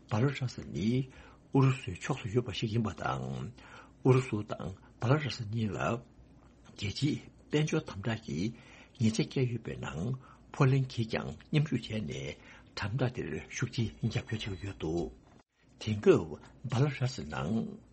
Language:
Tibetan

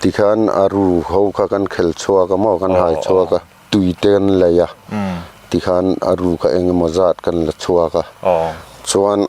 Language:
Mizo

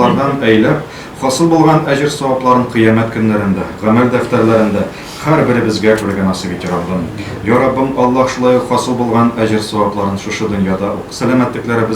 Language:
Tatar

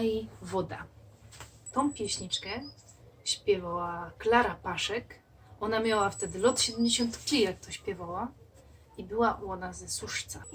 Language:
Silesian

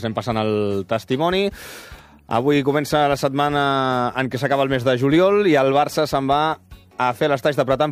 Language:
Catalan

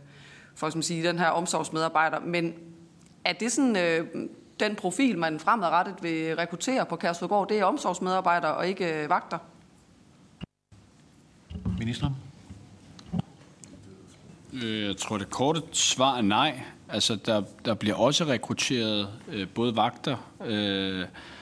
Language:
Danish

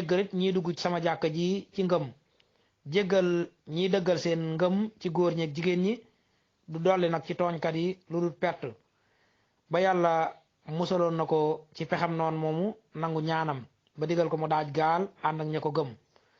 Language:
Wolof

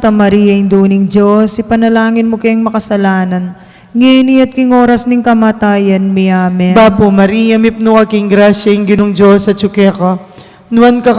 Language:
Pampanga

